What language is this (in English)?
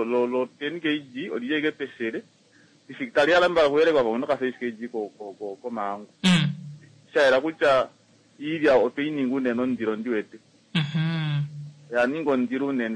Kuanyama